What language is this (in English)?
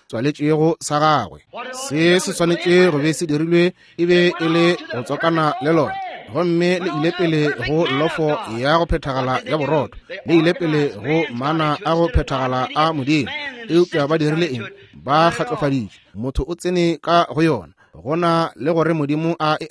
Northern Sotho